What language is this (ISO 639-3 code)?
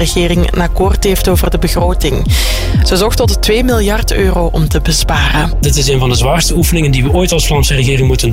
nld